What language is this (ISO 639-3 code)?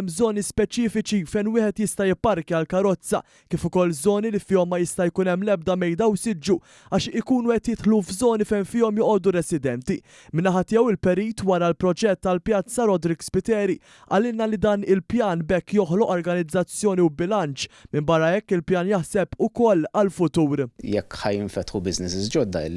mlt